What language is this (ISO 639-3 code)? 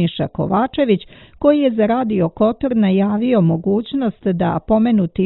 srp